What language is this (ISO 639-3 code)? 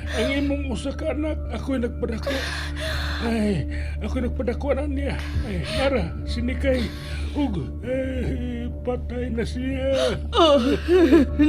ceb